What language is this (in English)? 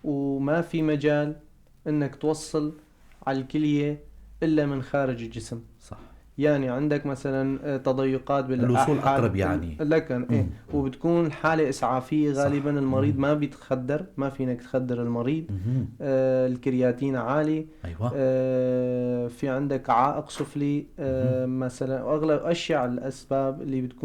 North Levantine Arabic